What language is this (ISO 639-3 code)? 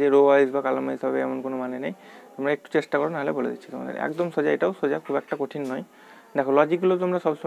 ben